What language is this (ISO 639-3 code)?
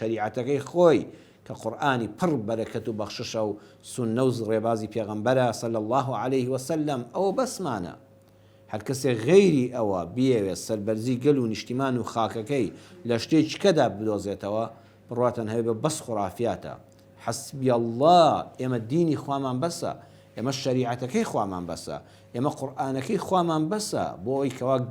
ckb